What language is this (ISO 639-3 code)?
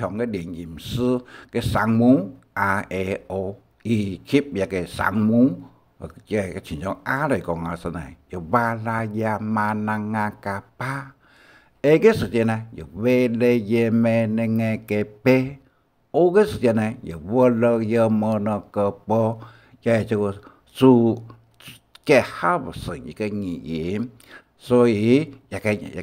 hak